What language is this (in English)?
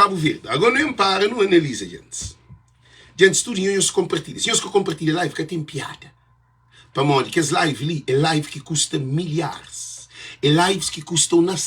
Kabuverdianu